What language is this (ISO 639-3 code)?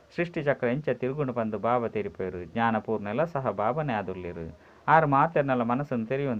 tcy